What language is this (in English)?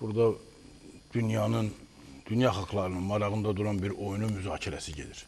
Azerbaijani